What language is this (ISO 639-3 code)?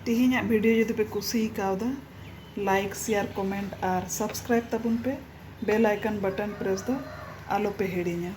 sat